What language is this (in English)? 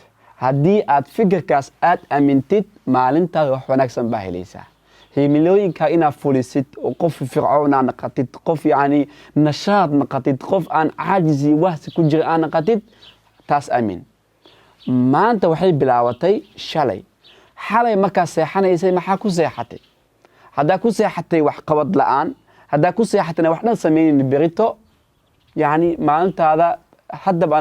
Somali